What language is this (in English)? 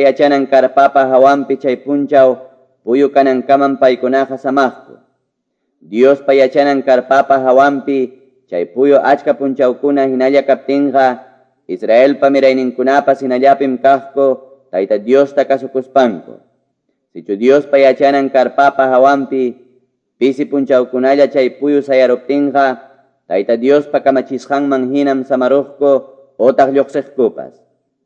Ayacucho Quechua